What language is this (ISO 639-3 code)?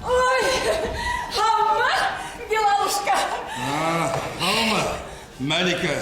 bak